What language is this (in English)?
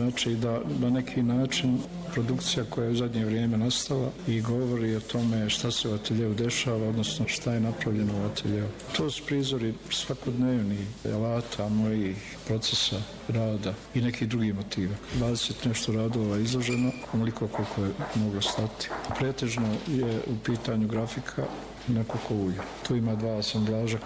Bosnian